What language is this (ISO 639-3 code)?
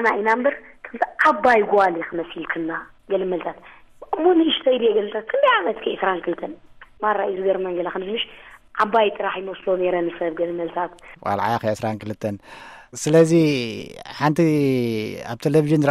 tir